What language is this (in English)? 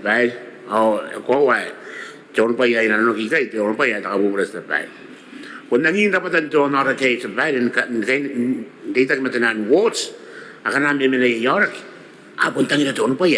Gilbertese